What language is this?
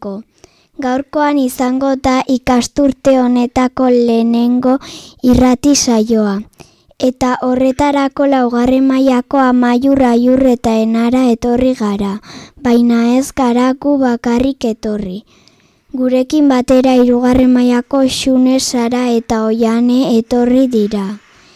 Basque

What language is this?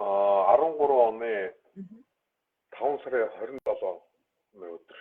Mongolian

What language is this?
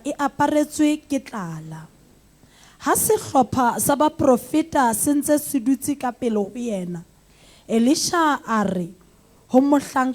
Southern Sotho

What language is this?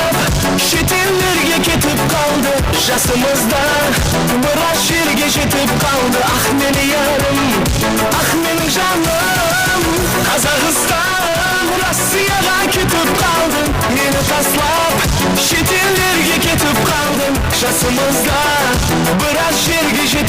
Kara-Kalpak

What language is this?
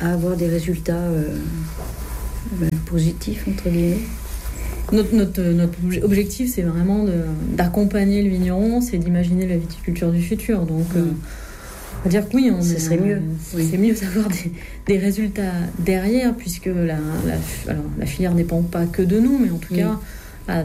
French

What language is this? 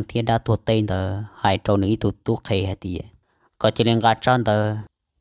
Hmong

